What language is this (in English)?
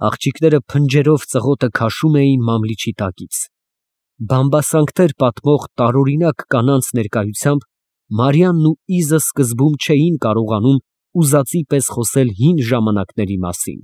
Armenian